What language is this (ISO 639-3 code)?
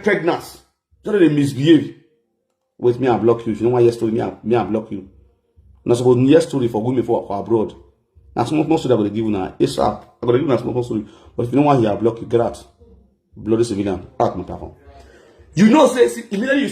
pcm